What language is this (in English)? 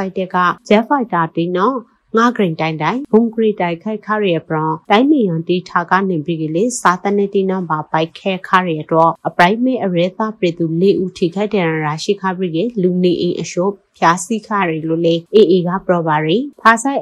Burmese